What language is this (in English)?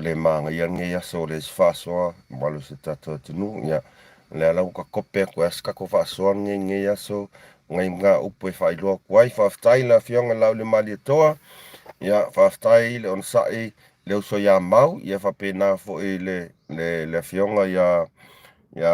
Samoan